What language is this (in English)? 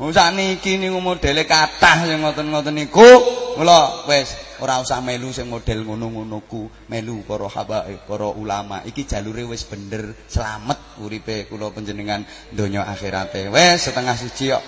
Javanese